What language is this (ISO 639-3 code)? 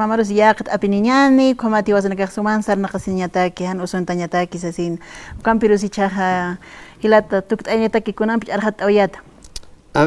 aym